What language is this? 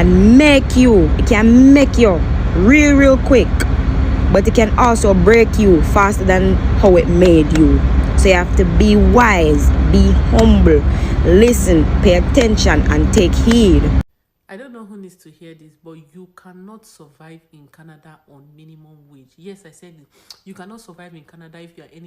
Jamaican Creole English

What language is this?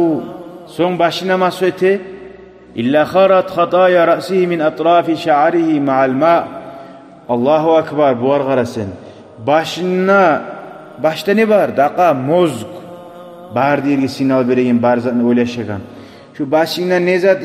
Kumyk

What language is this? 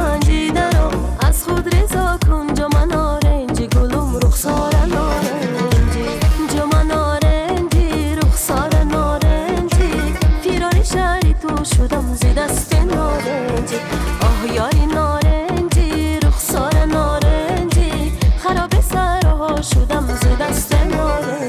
Tajik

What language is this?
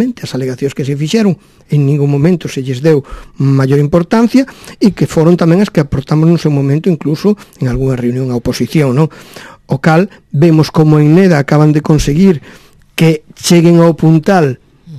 Galician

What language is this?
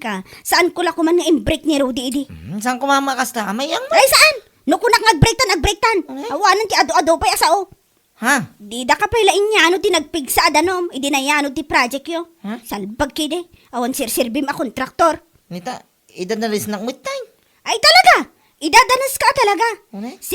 Iloko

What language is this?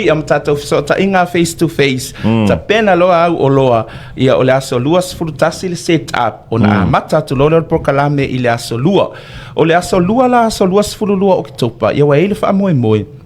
Samoan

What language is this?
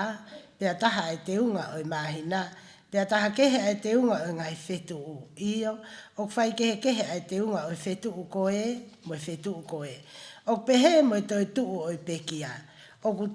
Tongan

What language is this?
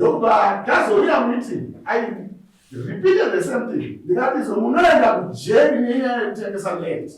Shona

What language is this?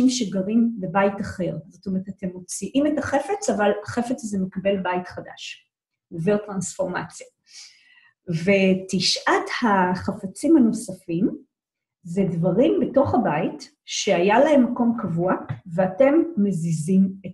Hebrew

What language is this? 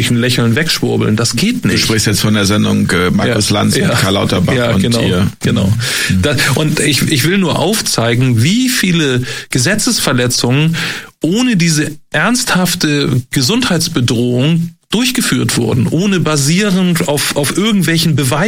German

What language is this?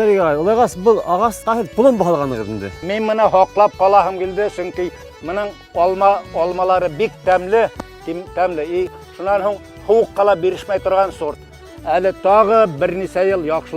Bashkir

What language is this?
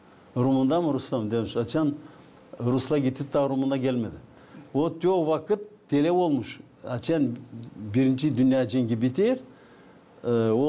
Gagauz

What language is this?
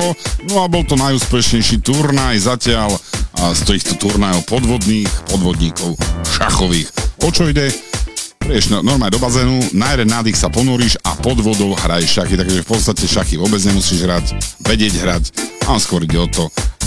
Slovak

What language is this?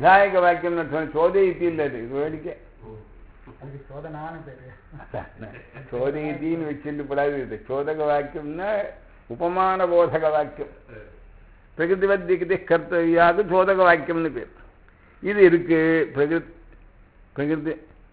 Tamil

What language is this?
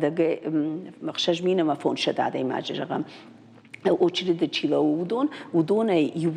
Ossetic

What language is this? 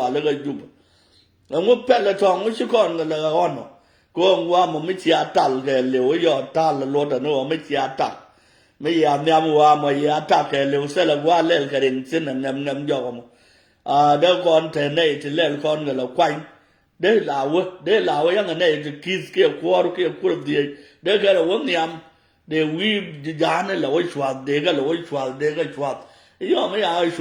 Nuer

